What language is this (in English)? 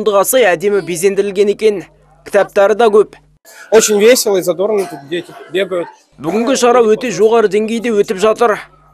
Kazakh